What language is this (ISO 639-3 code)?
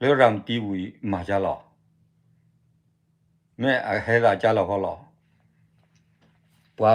ksw